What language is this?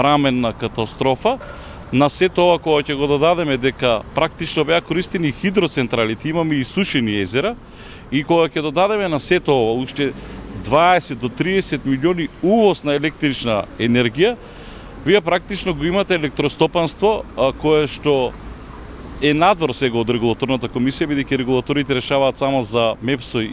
Macedonian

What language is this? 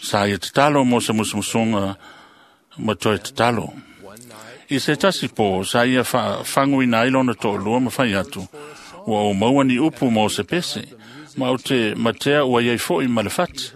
Samoan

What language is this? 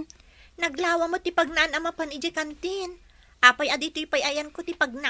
Iloko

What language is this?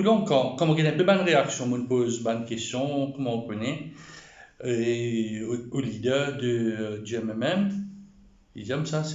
Morisyen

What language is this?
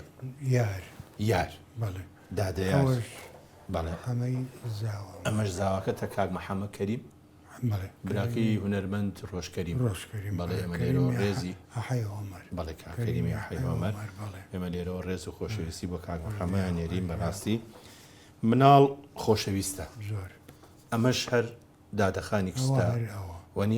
Central Kurdish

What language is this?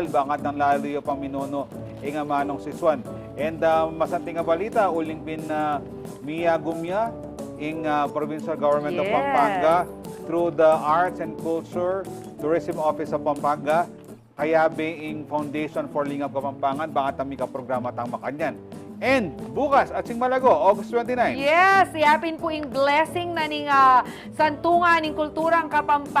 Pampanga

